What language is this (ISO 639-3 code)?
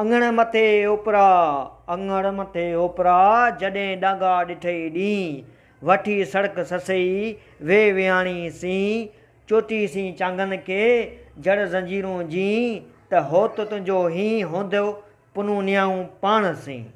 snd